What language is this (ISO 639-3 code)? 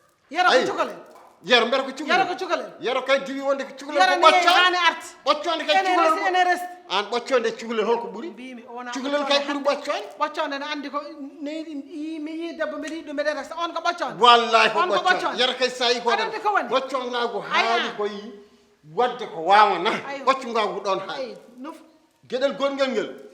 ful